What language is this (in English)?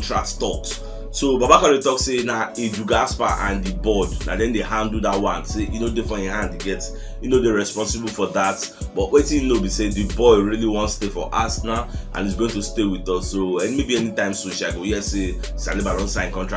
Nigerian Pidgin